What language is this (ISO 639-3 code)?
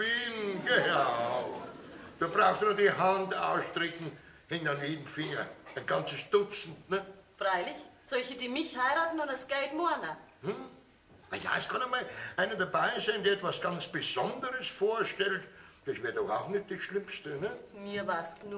bar